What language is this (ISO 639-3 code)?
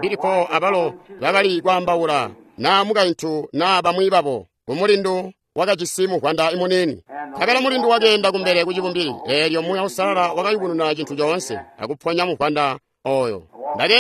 toi